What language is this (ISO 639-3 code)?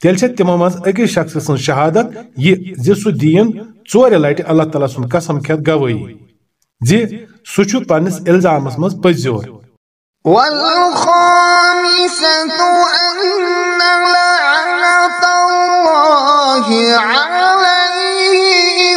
kas